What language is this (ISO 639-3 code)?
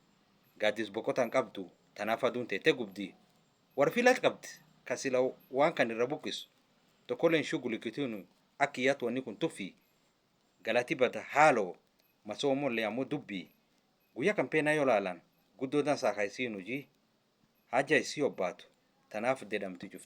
orm